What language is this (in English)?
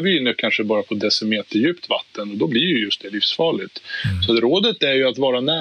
Swedish